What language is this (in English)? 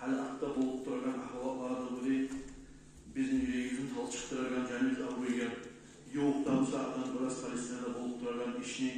Kumyk